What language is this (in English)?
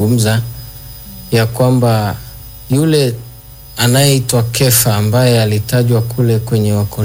Swahili